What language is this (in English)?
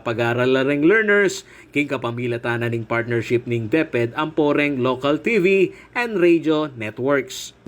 Pampanga